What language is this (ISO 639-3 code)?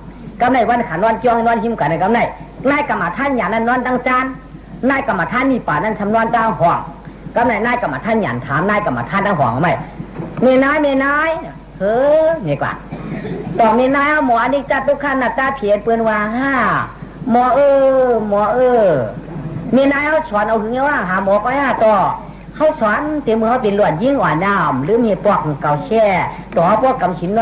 shn